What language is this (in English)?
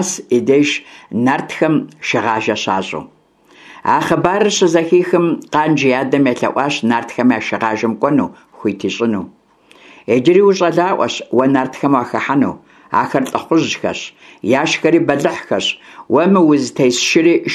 Kabardian